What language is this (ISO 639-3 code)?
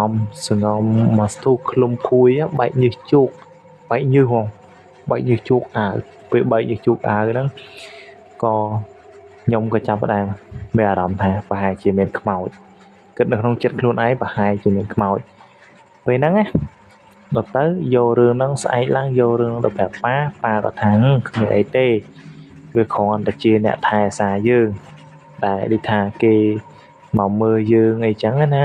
khm